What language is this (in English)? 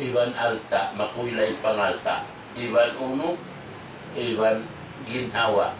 Tausug